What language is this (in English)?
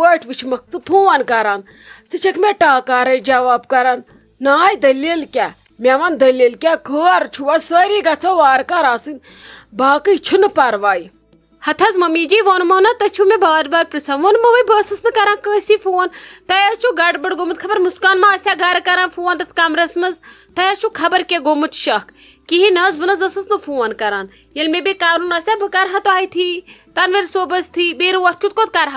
Kashmiri